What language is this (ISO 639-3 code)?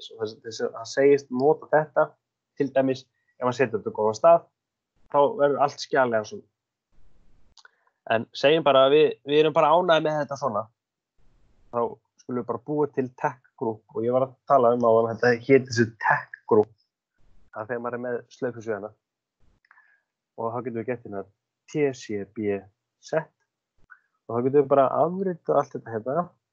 isl